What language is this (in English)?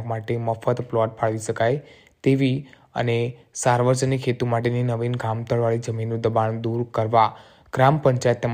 Gujarati